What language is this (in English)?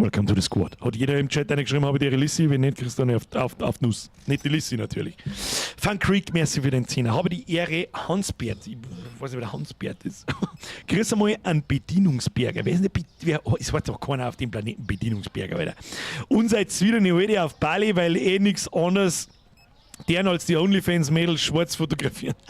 Bavarian